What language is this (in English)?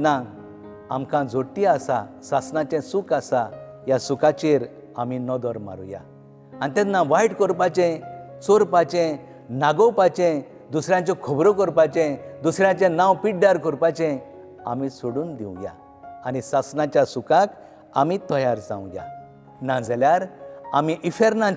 Konkani